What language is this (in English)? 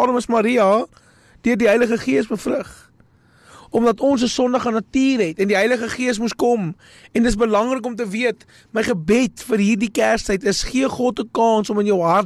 Afrikaans